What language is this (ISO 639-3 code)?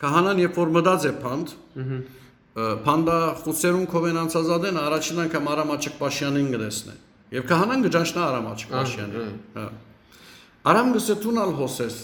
hyw